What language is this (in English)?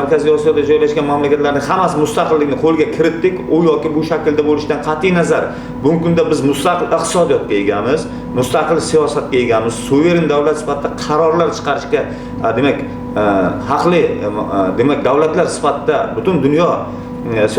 Uzbek